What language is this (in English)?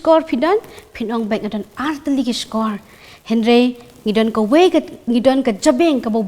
Khasi